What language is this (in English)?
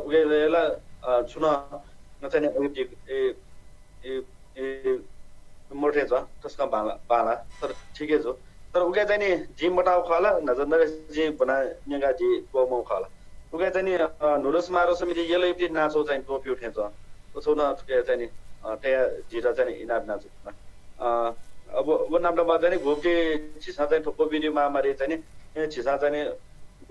Newari